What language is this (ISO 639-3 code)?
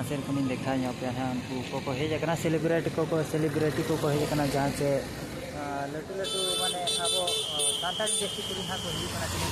sat